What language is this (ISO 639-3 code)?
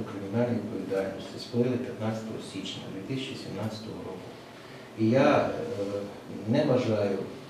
ukr